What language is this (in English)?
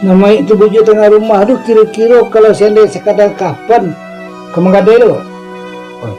Minangkabau